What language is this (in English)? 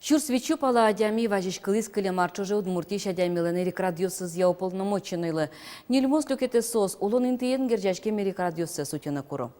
Udmurt